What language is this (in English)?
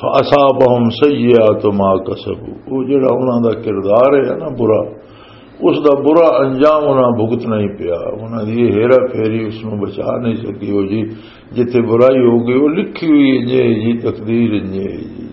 Western Panjabi